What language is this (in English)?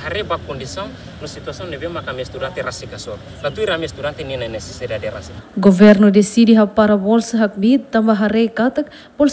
Tetum